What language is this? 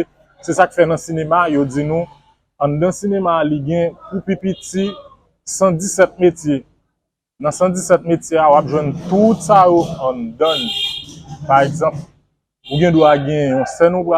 Haitian Creole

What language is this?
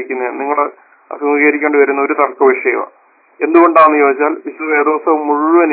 Malayalam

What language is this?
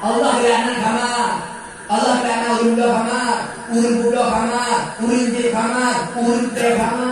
Achinese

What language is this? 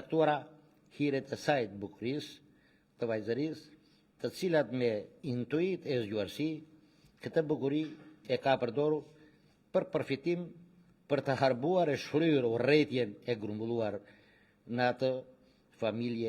Albanian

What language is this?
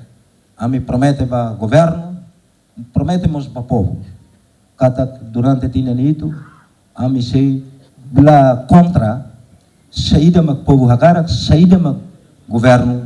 Tetum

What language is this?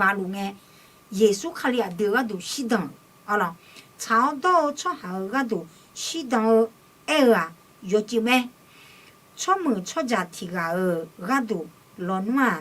Akha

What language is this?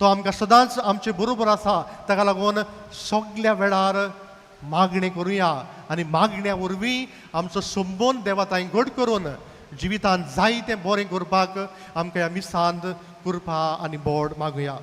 Konkani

